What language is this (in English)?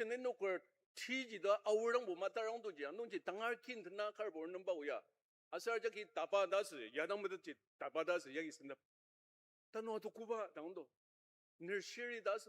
Ao Naga